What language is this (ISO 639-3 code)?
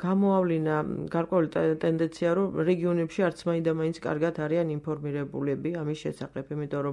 kat